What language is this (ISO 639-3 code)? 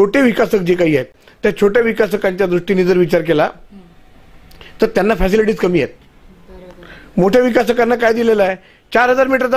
mar